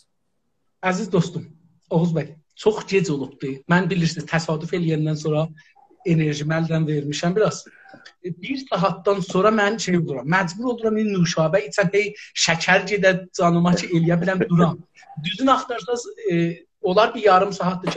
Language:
South Azerbaijani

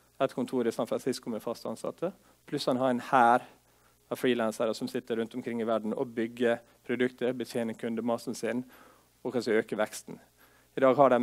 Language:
Norwegian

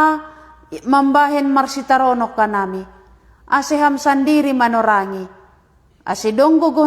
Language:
Batak Simalungun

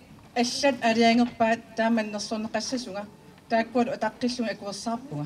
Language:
Kalaallisut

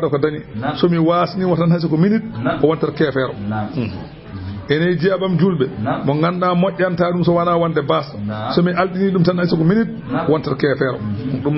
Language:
Fula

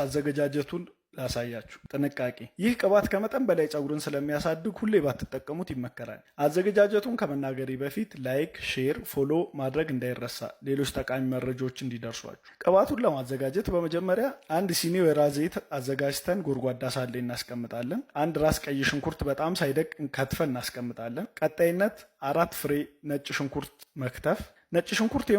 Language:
Amharic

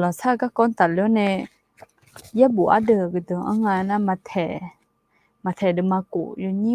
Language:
Akha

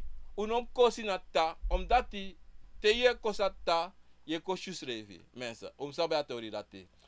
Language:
Sranan Tongo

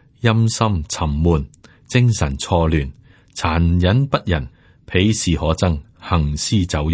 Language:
Cantonese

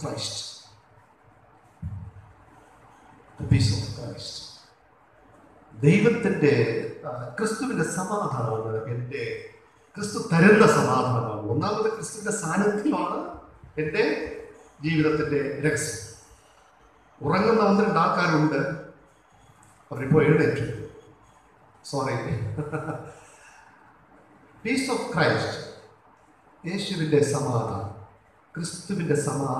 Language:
Malayalam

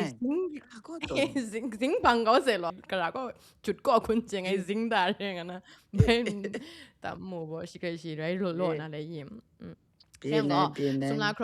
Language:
Kachin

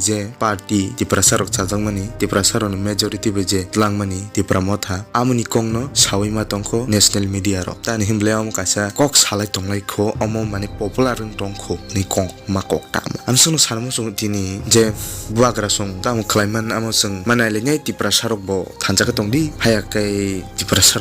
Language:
Kok Borok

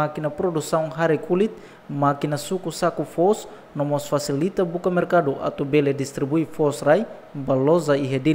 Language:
Tetum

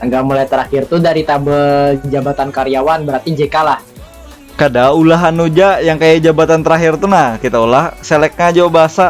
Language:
Banjar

